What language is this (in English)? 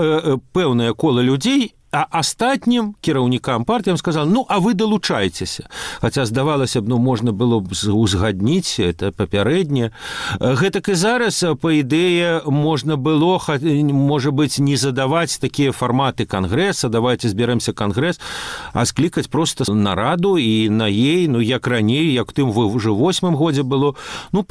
Belarusian